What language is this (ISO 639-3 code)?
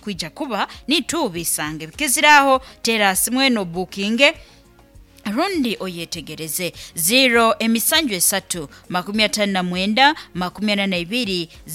nyn